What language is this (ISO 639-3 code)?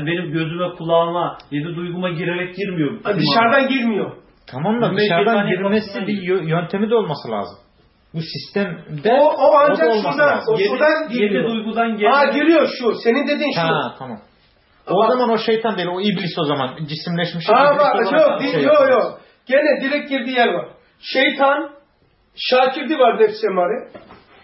tur